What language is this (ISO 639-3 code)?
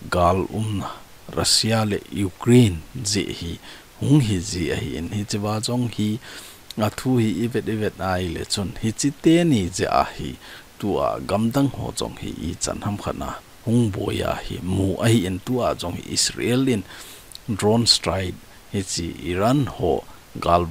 tcz